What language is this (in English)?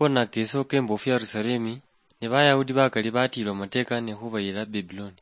Luyia